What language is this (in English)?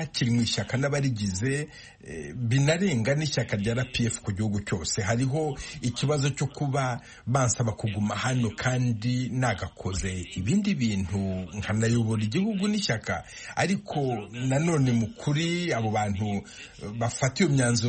Kinyarwanda